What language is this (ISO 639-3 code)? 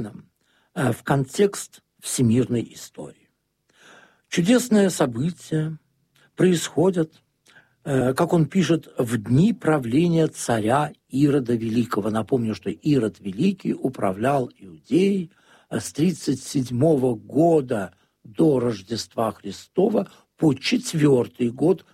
rus